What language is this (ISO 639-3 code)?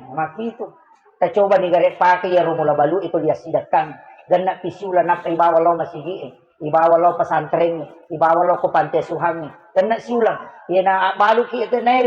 bug